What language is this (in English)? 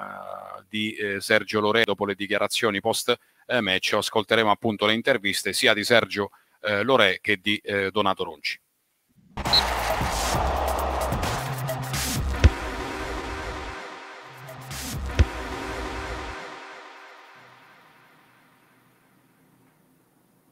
Italian